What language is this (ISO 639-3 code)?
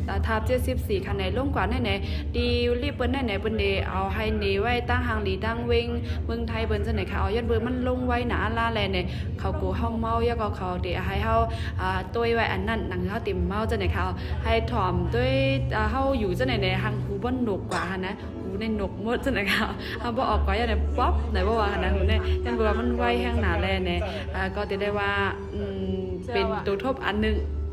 shn